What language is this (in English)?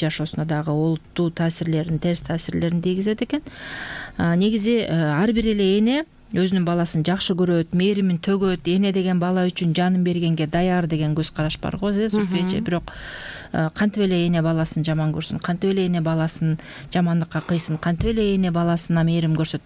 Kyrgyz